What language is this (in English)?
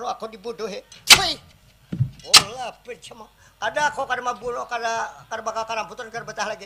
Banjar